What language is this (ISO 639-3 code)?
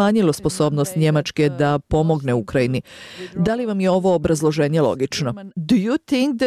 bos